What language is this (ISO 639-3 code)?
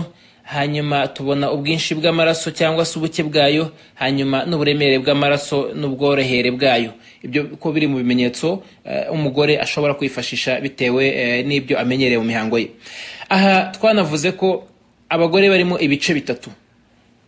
kin